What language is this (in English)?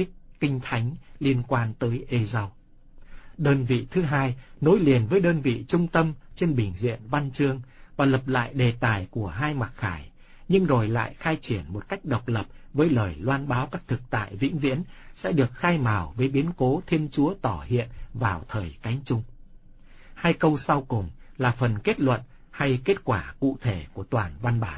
Vietnamese